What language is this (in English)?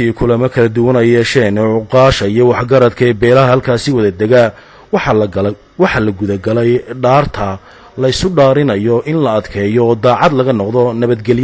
Somali